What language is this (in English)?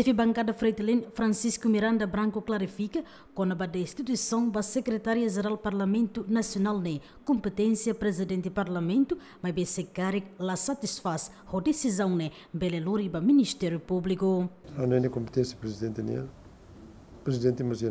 Tetum